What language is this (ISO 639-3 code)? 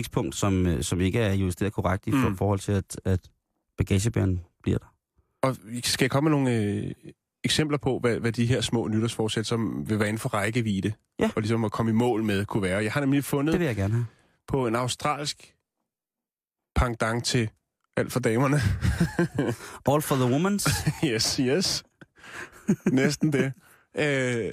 dan